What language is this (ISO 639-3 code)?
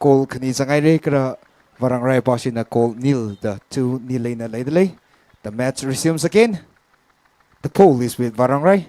nmf